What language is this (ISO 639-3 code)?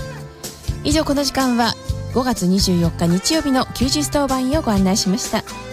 jpn